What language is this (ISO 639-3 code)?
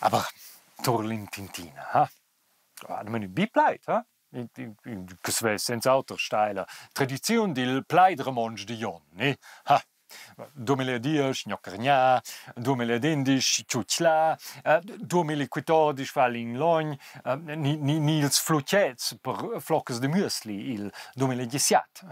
roh